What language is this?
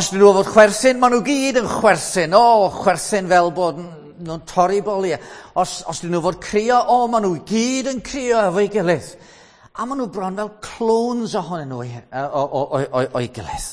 Welsh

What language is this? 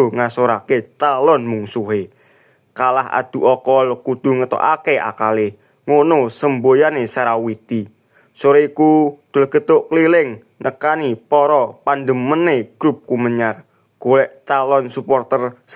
Javanese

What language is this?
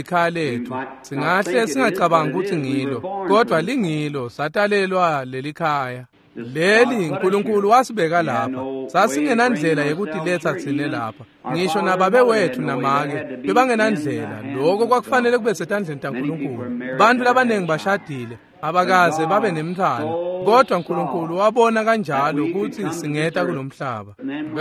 Swati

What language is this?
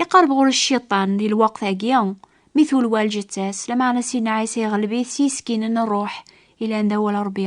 Kabyle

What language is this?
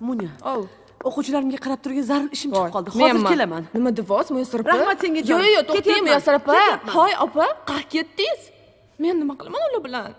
Crimean Tatar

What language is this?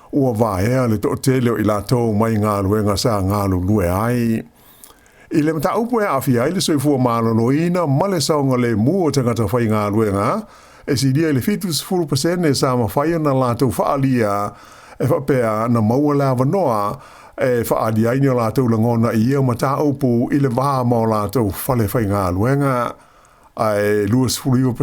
Samoan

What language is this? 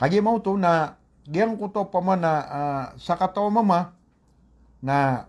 Maranao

